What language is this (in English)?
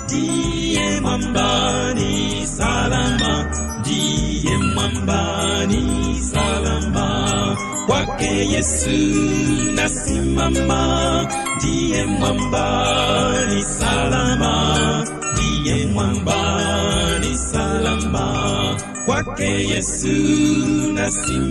Swahili